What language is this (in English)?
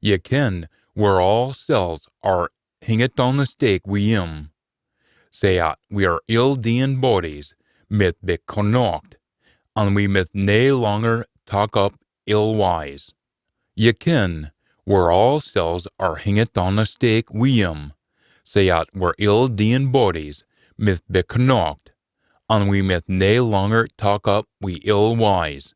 Scots